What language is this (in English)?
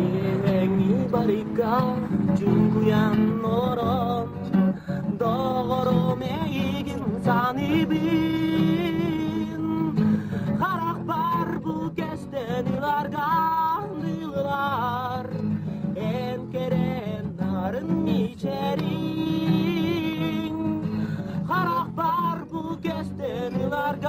Yakut